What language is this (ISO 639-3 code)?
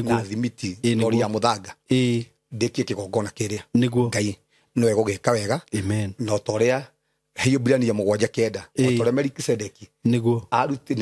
kik